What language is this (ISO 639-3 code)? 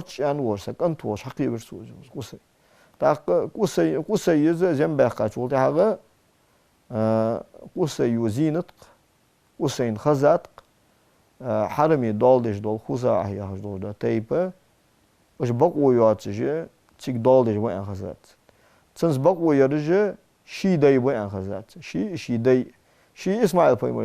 inh